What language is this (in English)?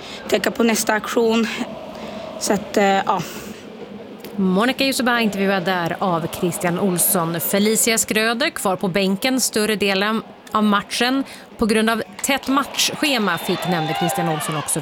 Swedish